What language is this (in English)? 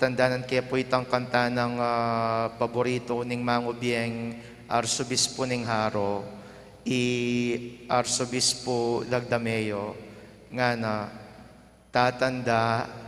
Pampanga